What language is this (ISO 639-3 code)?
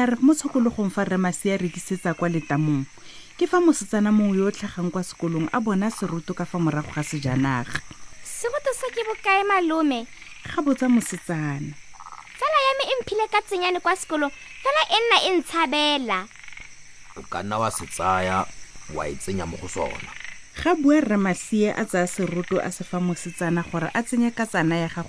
tsn